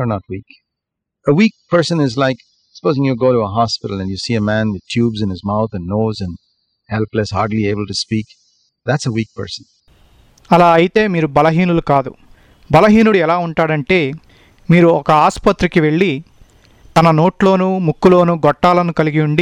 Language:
Telugu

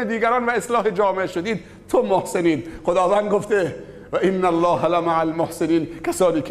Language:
Persian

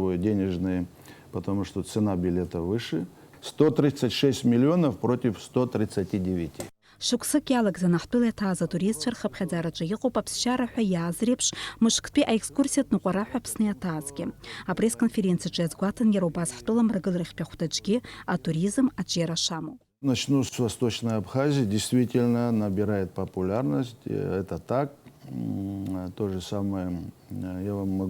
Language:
Abkhazian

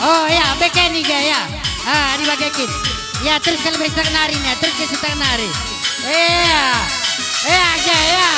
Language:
Batak Karo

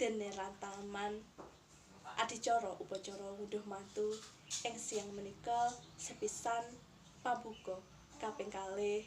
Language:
Javanese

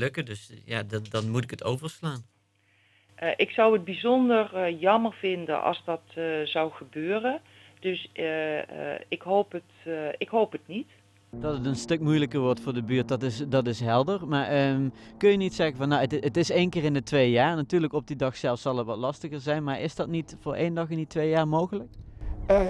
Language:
Dutch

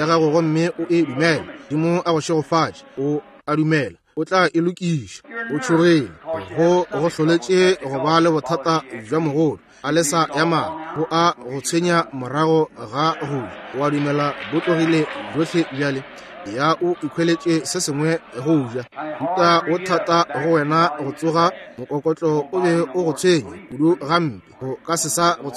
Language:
Northern Sotho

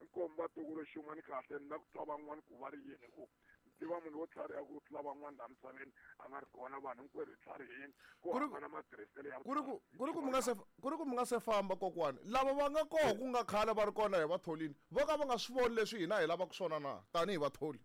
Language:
Tsonga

